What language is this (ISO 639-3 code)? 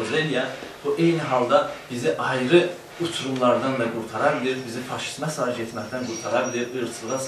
azb